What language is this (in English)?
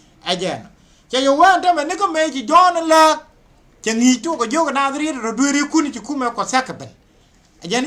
Nuer